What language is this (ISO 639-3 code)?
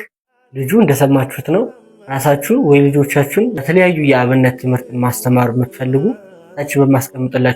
amh